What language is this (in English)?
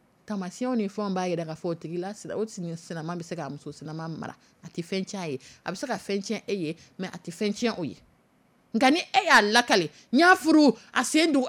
Dyula